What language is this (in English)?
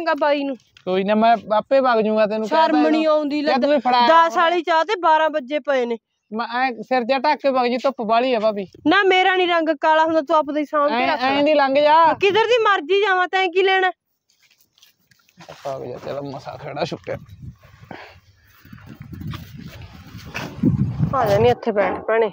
Punjabi